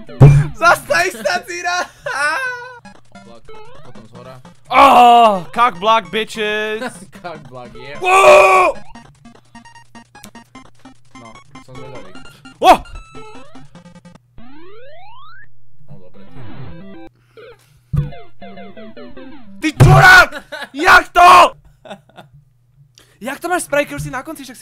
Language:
Slovak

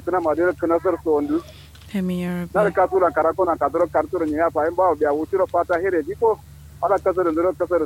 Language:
Kanuri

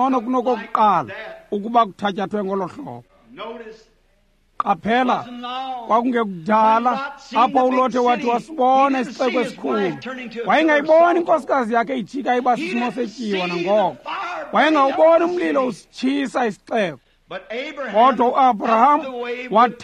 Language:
Xhosa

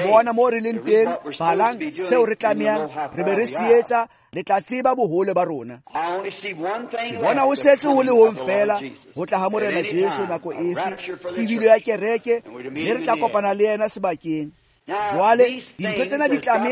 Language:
Tswana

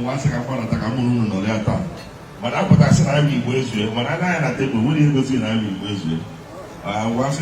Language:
Igbo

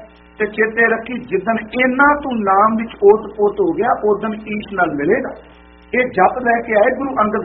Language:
Punjabi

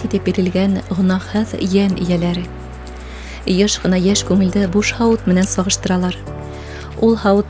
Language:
Bashkir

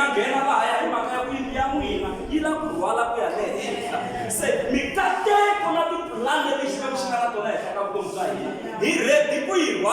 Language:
Tsonga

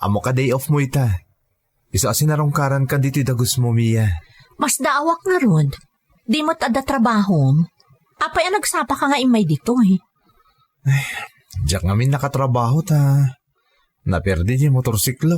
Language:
Iloko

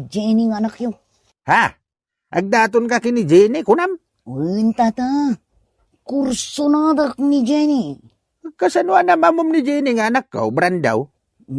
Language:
Iloko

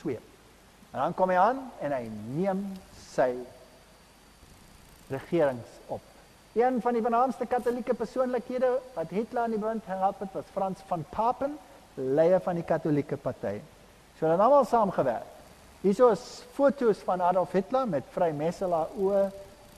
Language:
Afrikaans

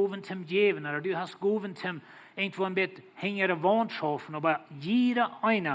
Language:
Plautdietsch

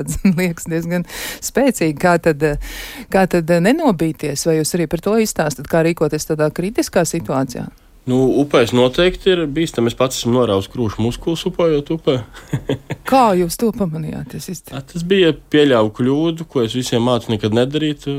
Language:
Latvian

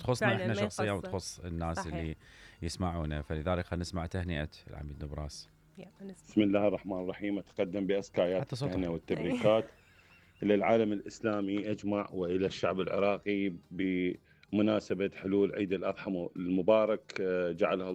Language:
Mesopotamian Arabic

